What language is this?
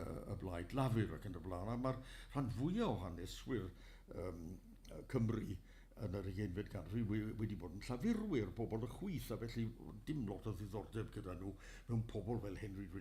Welsh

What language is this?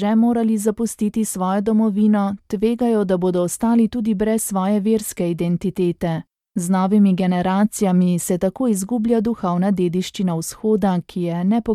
Slovenian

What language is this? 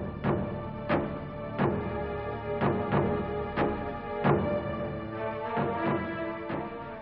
Telugu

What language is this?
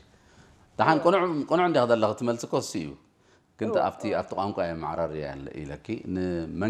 Tigrinya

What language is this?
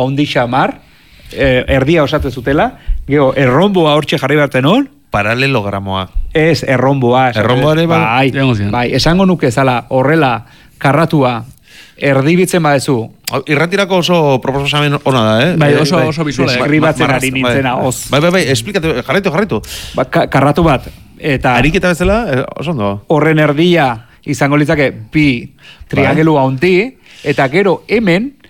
Basque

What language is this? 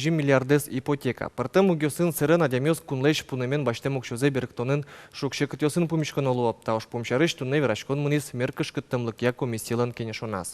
Udmurt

